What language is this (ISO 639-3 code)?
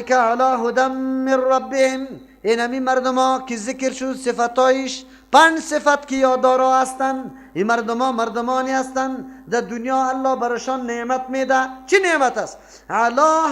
fas